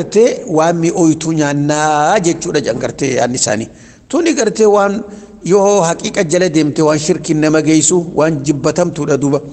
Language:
Oromo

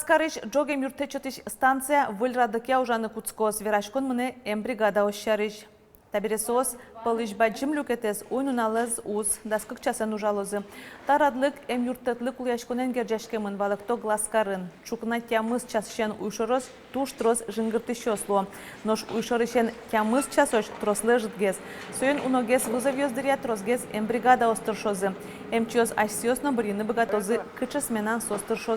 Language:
Udmurt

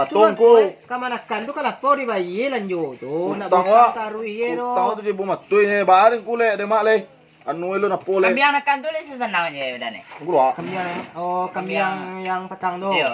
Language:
Minangkabau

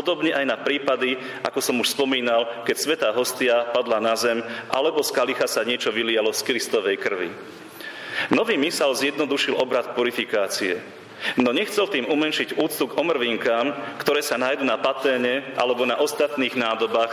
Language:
Slovak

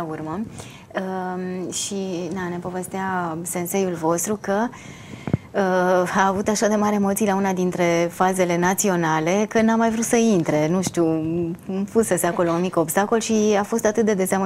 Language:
Romanian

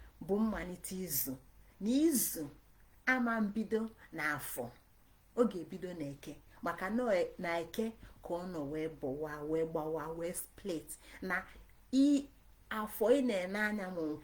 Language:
Igbo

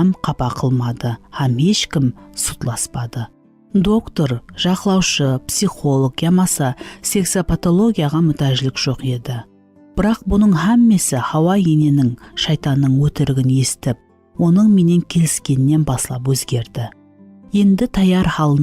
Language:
Kara-Kalpak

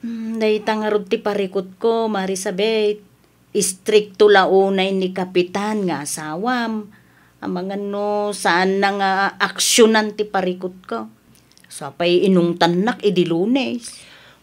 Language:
Iloko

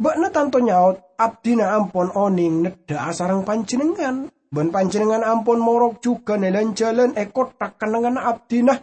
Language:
Madurese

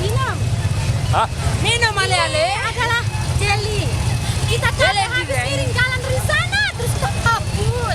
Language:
Sasak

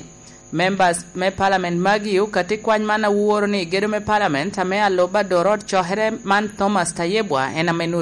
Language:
Lango (Uganda)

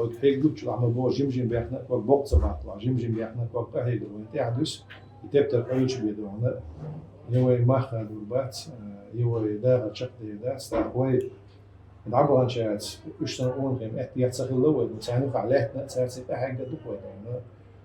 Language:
Chechen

